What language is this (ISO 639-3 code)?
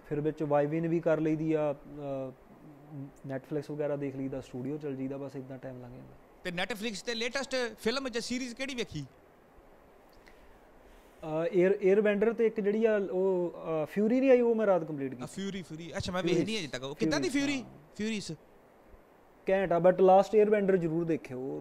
pan